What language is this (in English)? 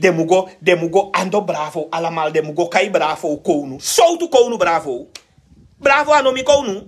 Sranan Tongo